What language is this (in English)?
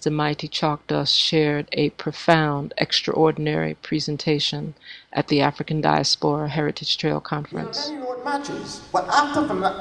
English